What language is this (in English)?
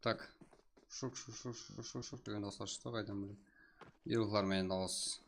Kara-Kalpak